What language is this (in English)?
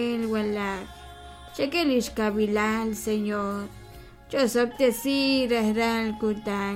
Kekchí